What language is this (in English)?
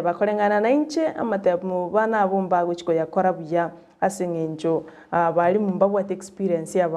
Gusii